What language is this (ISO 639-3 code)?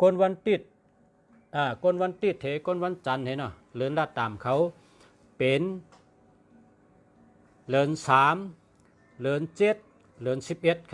shn